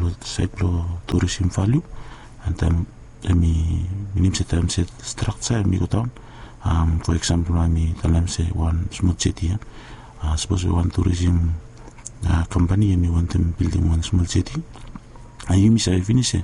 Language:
Bislama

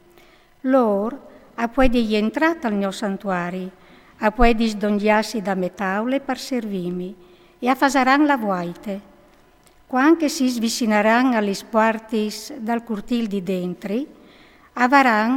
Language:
Friulian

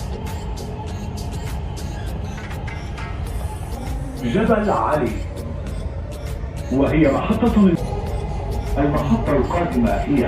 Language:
Lao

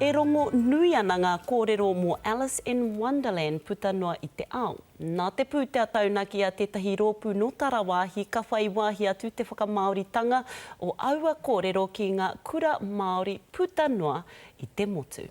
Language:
Māori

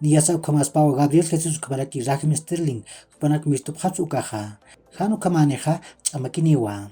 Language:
Aymara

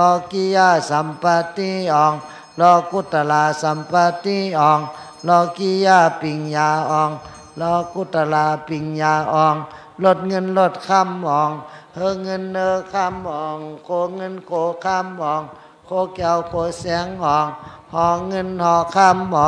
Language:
Shan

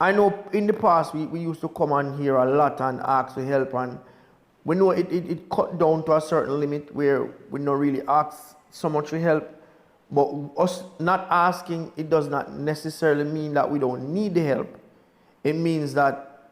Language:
Jamaican Creole English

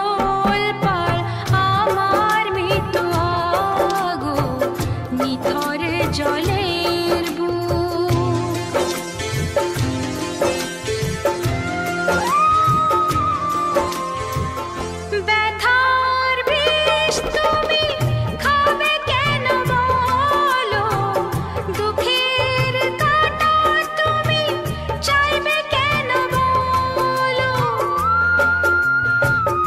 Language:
Bangla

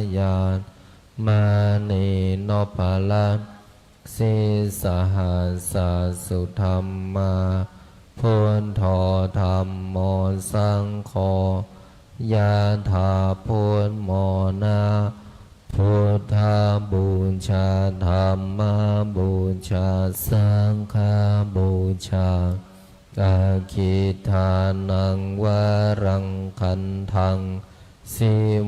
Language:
Pali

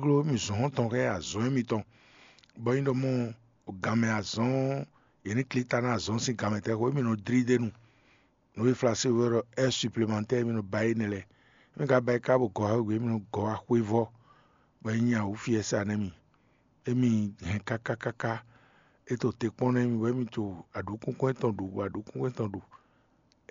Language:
Fon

